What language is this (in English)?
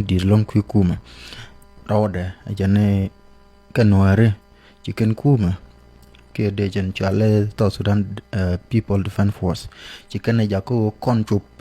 Nuer